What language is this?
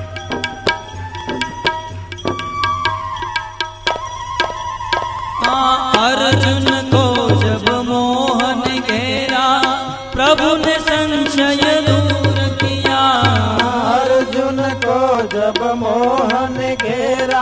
Hindi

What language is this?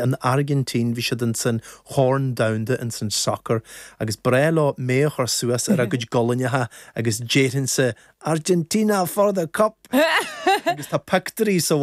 Irish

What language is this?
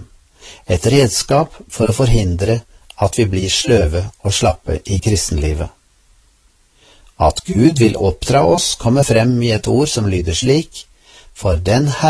Norwegian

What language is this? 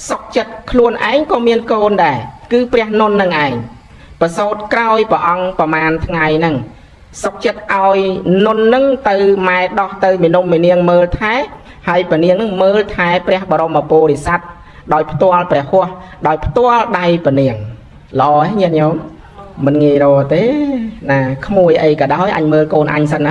Khmer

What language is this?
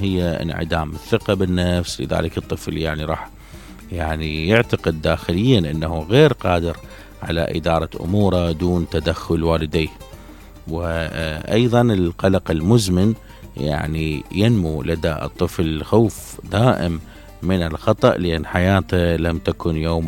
Mesopotamian Arabic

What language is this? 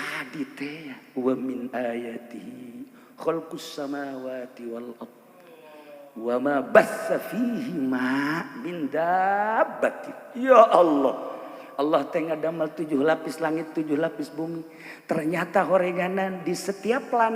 Sundanese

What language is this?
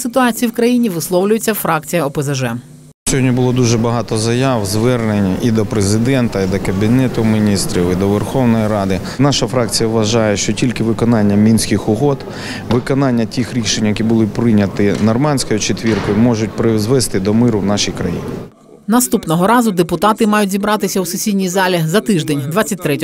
Ukrainian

